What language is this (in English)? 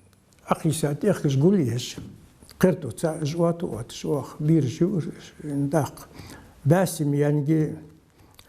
Ingush